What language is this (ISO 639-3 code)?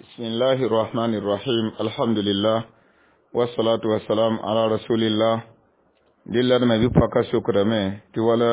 mos